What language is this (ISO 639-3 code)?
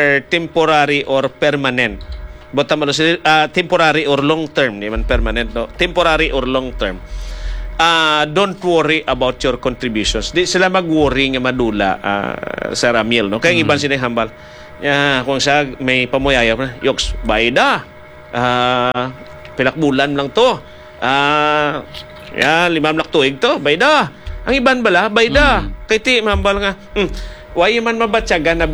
hil